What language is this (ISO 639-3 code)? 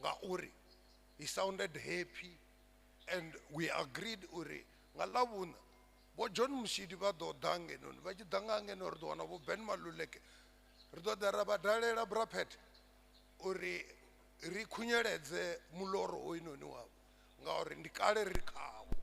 ven